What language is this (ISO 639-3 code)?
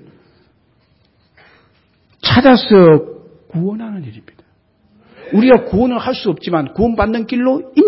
kor